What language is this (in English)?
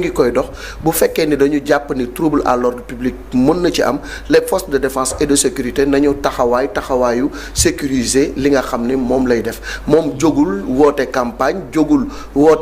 Wolof